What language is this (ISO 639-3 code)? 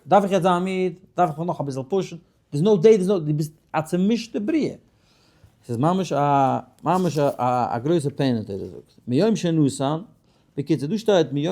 yid